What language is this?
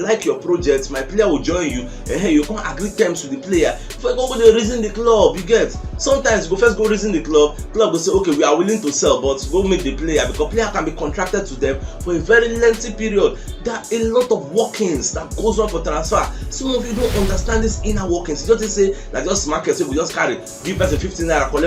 Nigerian Pidgin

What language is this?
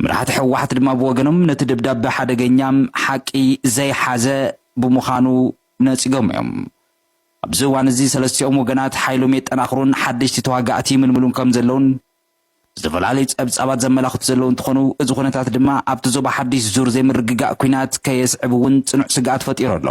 Tigrinya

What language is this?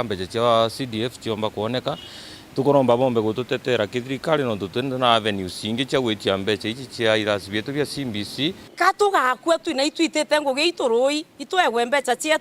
Meru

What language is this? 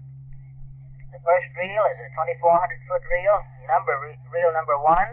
English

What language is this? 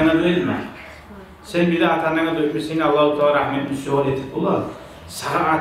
Kumyk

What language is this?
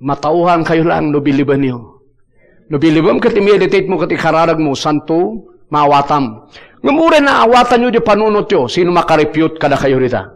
Iloko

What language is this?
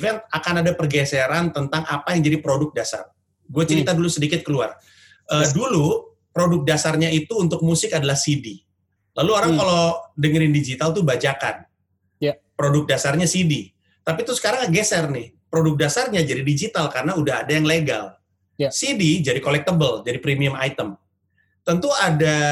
Indonesian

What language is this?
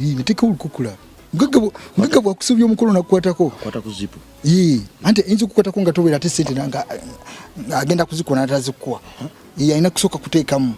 Ganda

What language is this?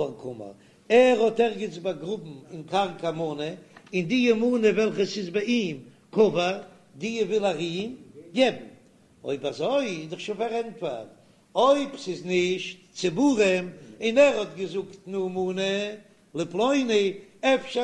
Yiddish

